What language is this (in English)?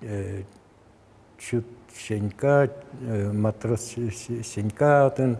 Udmurt